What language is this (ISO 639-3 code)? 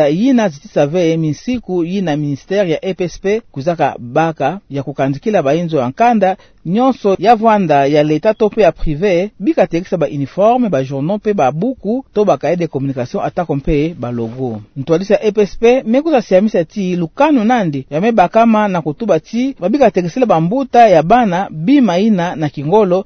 ktu